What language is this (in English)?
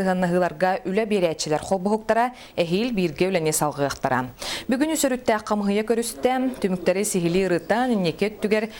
Yakut